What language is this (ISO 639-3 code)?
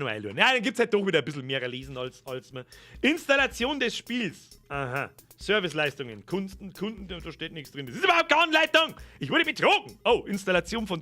bar